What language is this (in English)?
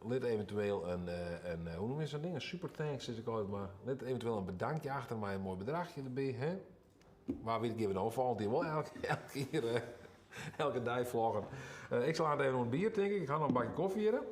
Western Frisian